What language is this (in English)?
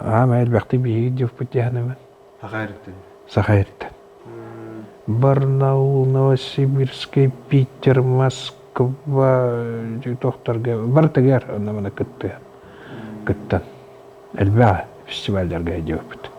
Yakut